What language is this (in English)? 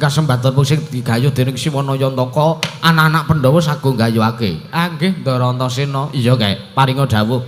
Javanese